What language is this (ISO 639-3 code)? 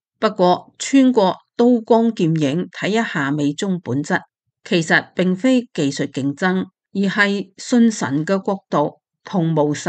yue